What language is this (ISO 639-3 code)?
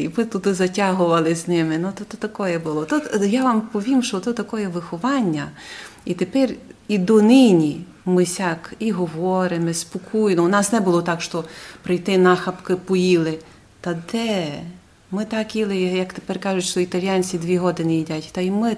rue